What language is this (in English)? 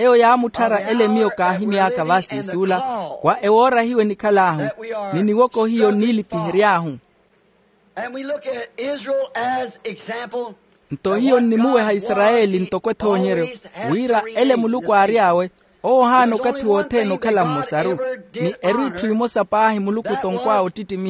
Makhuwa